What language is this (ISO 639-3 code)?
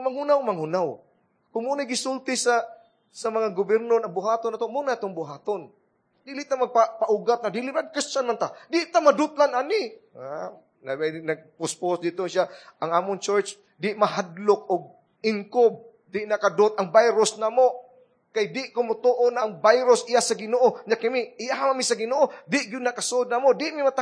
ceb